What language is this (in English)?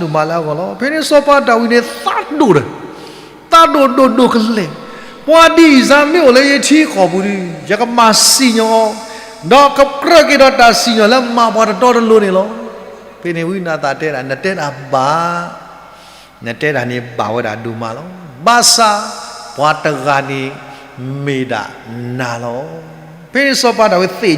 S'gaw Karen